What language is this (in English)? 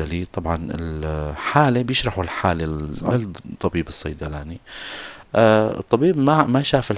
North Levantine Arabic